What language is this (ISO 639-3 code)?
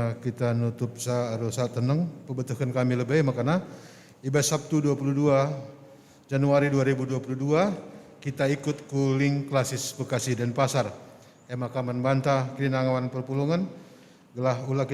btx